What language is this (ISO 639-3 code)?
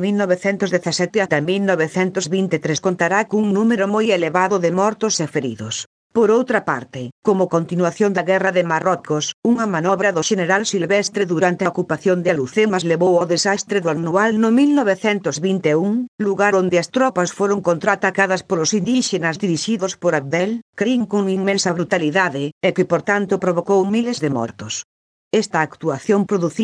glg